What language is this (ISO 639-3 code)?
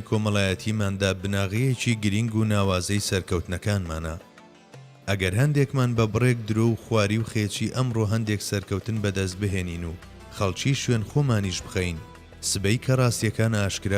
ckb